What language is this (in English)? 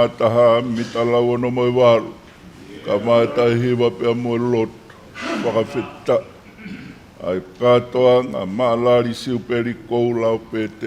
Tongan